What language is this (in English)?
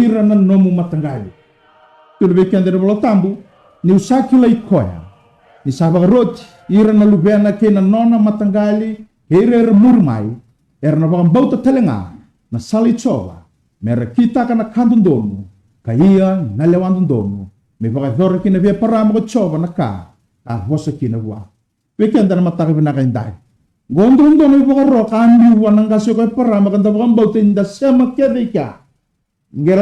Fijian